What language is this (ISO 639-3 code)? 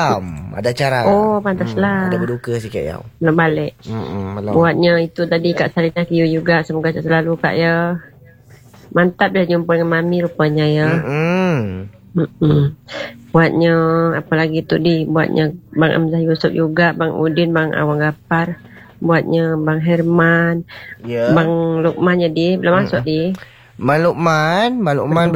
msa